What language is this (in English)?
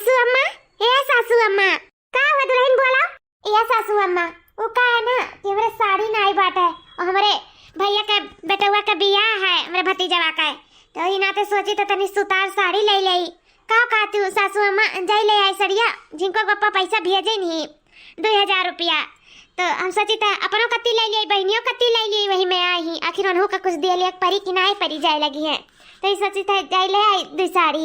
Awadhi